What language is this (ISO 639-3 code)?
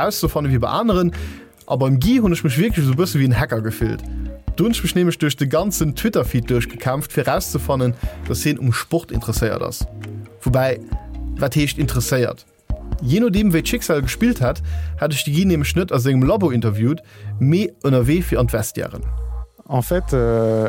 ltz